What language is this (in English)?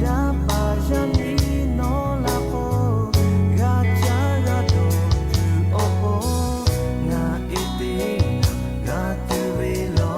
Lahu